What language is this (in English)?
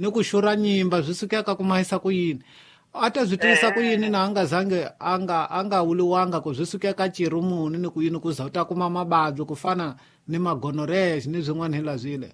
Tsonga